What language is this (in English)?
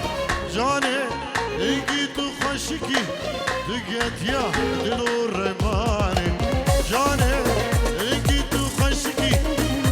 Kurdish